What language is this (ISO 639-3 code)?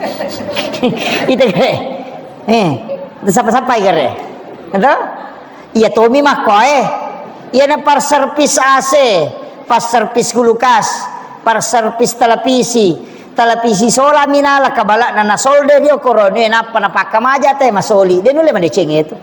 bug